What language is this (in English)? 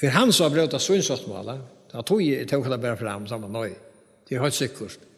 Faroese